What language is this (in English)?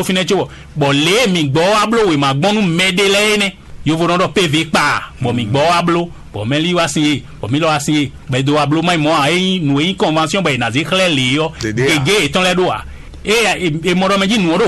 Fon